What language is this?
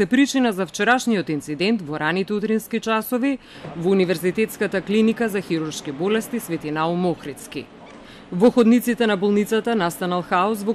Macedonian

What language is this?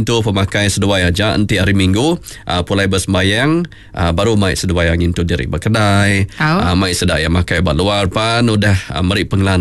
Iban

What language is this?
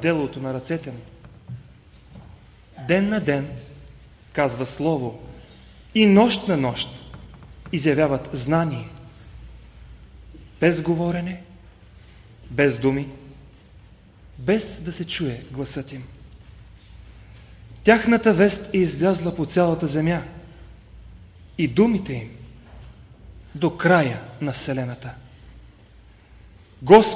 Bulgarian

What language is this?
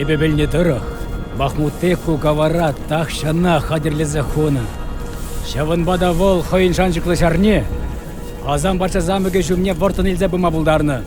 Chuvash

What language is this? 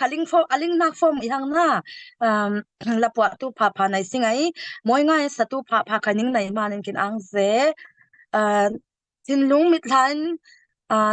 Falam Chin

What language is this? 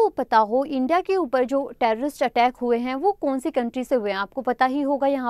Hindi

